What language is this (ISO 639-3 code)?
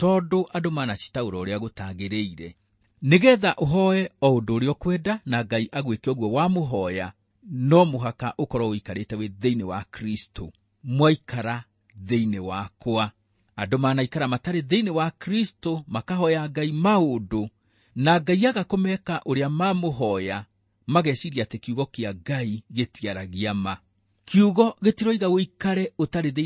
kik